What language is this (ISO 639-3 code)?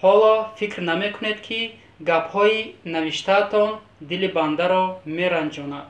tgk